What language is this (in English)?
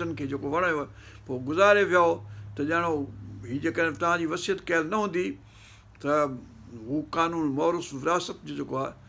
Sindhi